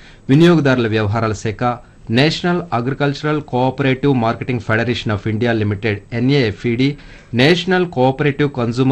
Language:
Telugu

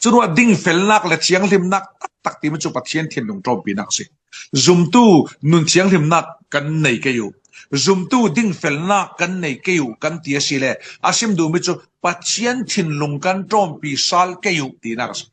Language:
Falam Chin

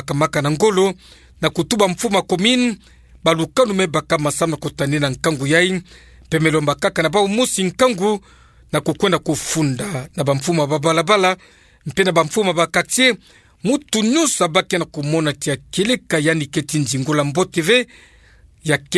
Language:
Kituba (Democratic Republic of Congo)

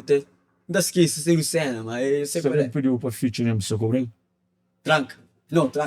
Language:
Kabuverdianu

